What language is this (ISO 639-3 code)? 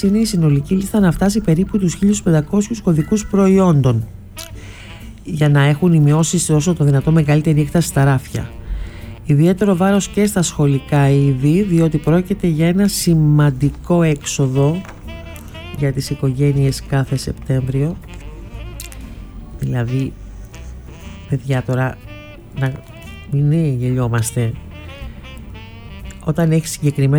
ell